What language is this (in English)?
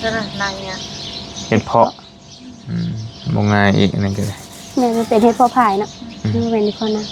Northeastern Thai